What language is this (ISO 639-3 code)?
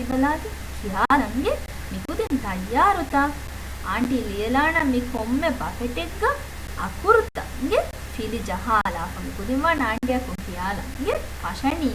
div